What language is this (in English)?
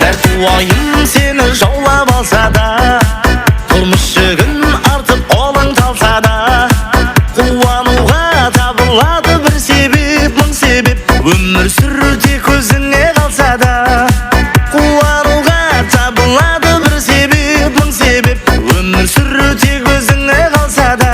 Kara-Kalpak